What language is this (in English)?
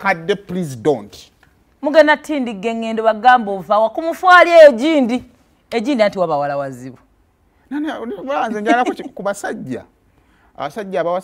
Ganda